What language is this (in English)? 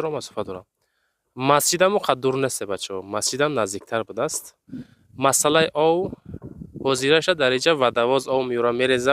Tajik